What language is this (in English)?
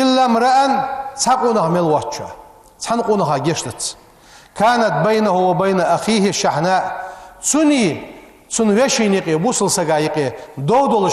Ingush